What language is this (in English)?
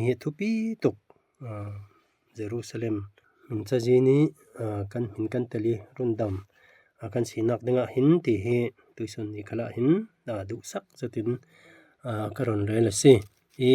Falam Chin